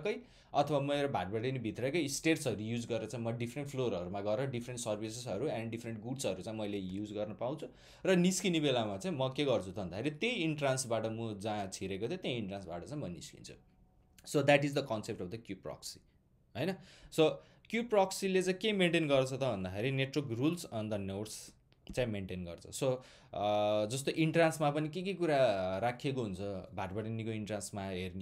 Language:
Nepali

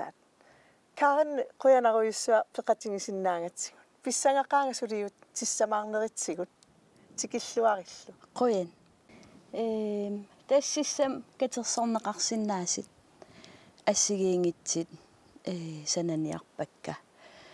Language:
Kalaallisut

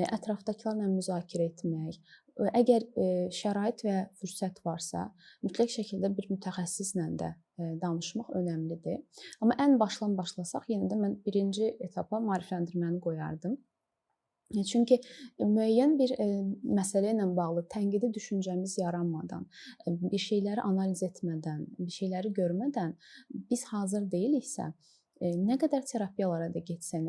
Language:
Azerbaijani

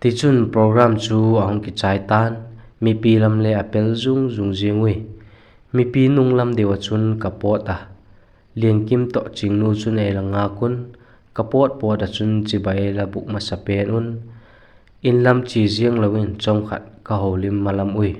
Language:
Vaiphei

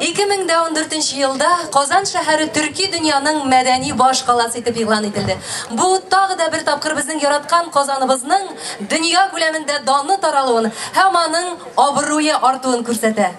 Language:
Tatar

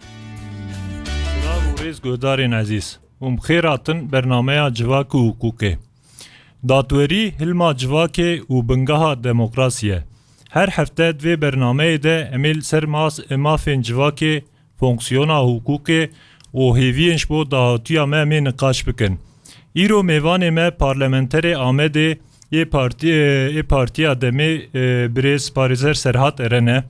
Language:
Kurdish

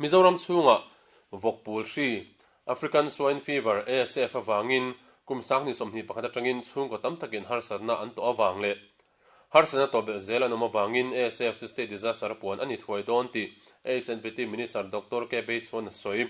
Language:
Mizo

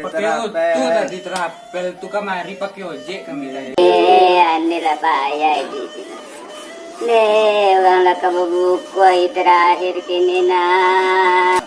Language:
Minangkabau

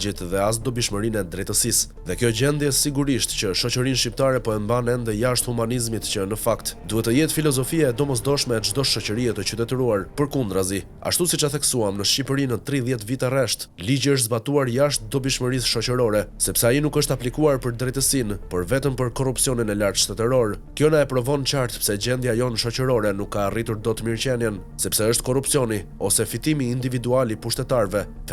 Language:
Albanian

